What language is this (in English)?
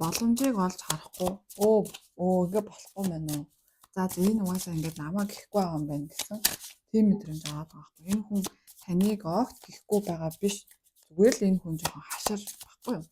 Mongolian